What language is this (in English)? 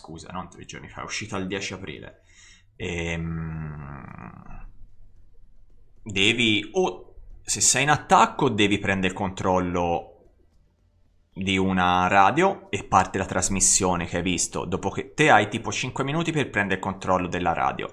Italian